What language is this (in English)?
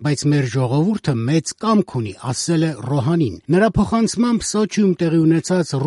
Armenian